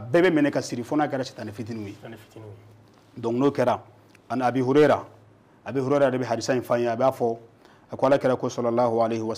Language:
Bambara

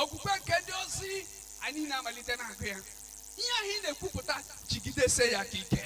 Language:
Igbo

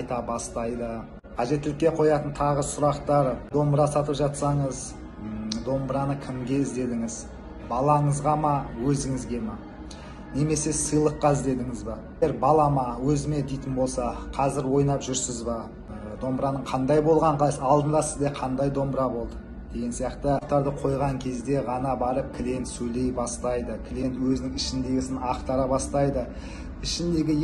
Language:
Kazakh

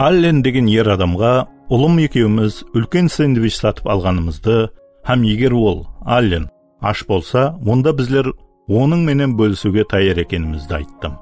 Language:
Kara-Kalpak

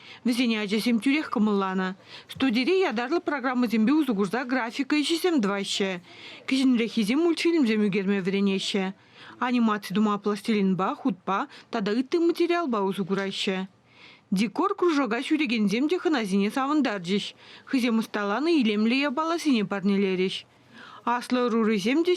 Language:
Chuvash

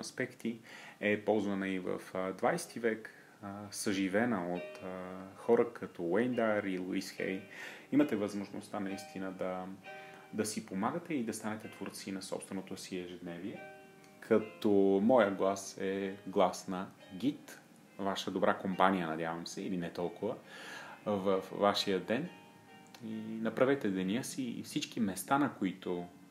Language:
Bulgarian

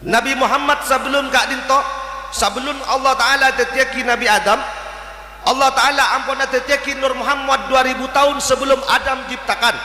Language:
Madurese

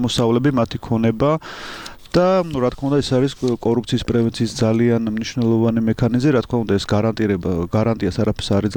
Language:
Georgian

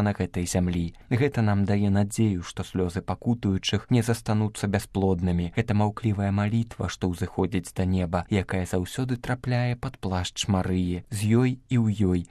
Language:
Belarusian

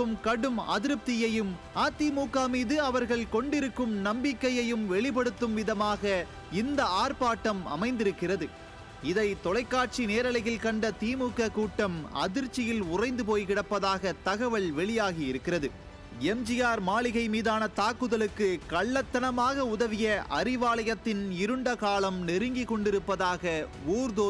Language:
Tamil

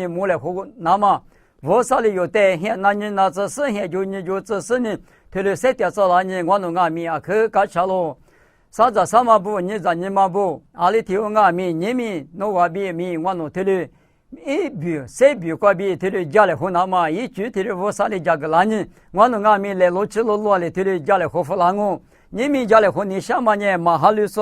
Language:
Lisu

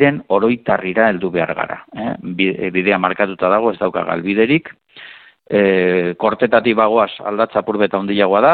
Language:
Basque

